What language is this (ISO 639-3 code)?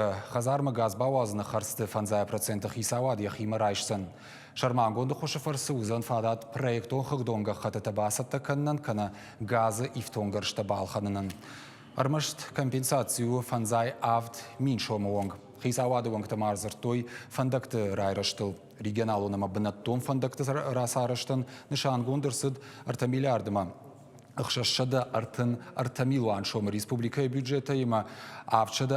oss